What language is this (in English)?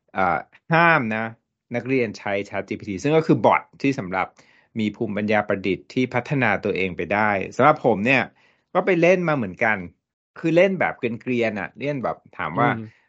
Thai